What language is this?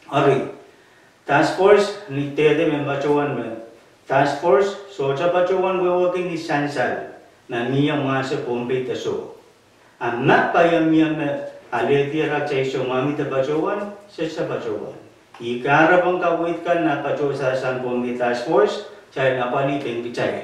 Pohnpeian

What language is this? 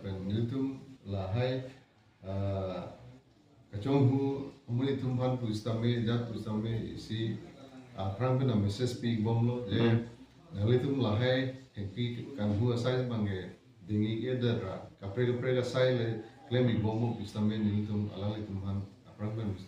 Karbi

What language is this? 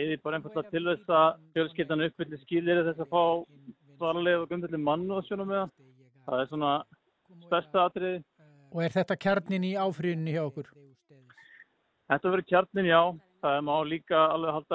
Icelandic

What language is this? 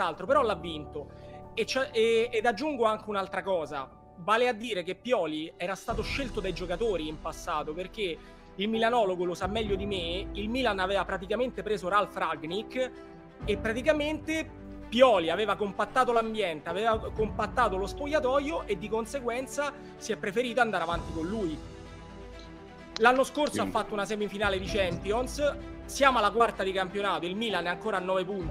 Italian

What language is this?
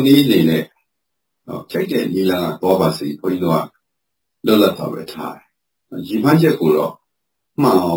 Burmese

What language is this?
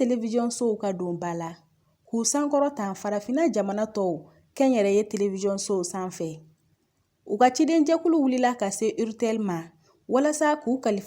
Bambara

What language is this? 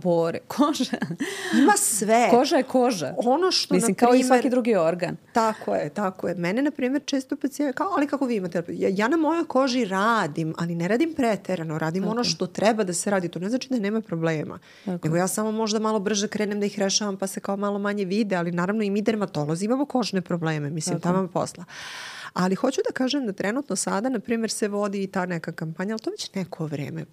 Serbian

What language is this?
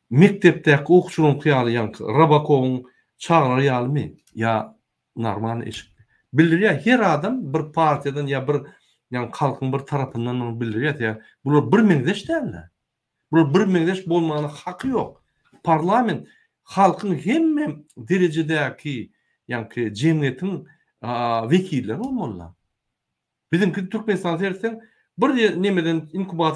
Turkmen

